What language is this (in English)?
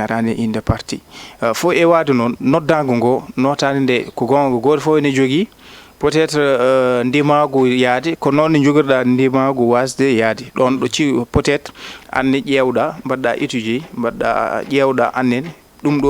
Fula